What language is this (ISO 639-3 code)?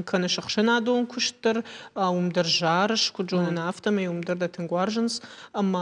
oss